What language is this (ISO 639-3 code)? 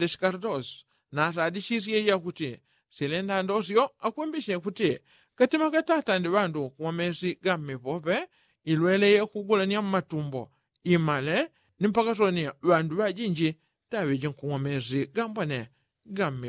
yao